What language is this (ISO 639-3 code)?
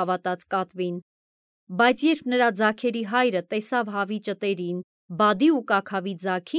hye